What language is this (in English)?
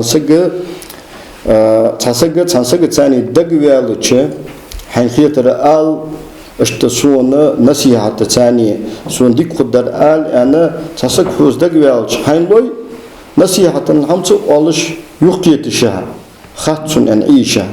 Ingush